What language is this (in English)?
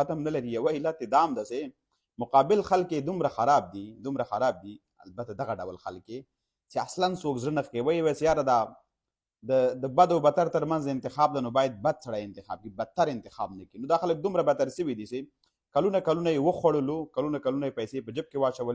Pashto